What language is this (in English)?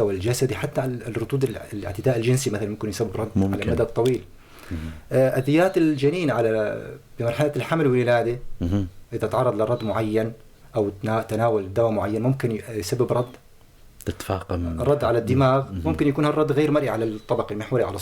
North Levantine Arabic